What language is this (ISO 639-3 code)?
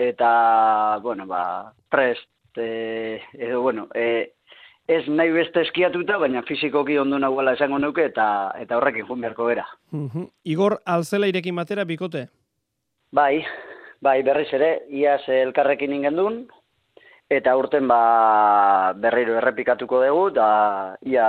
eus